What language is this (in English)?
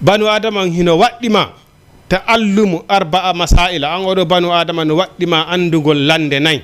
Fula